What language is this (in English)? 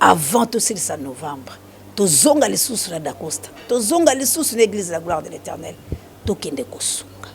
Lingala